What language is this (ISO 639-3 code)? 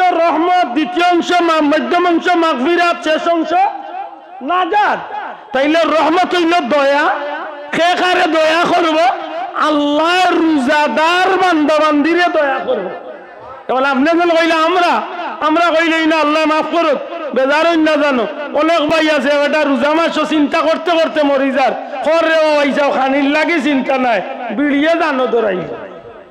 syl